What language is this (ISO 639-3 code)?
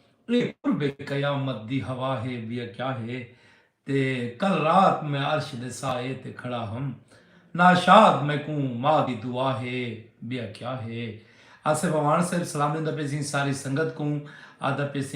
skr